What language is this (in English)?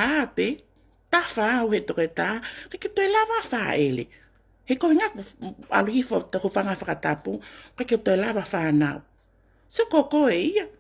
Tongan